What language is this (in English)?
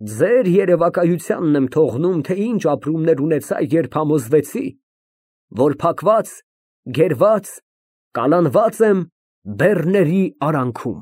Armenian